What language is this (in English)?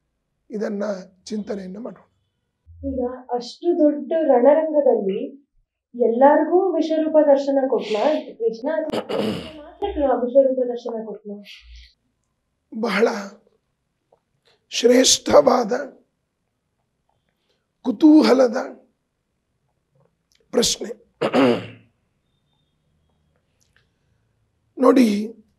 Kannada